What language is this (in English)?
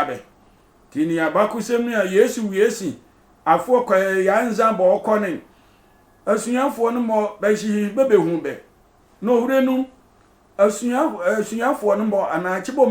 Sehwi